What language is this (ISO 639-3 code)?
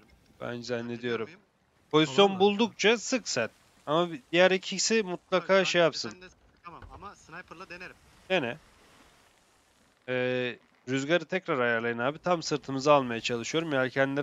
tur